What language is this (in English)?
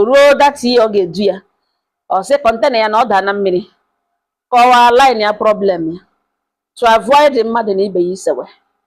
Igbo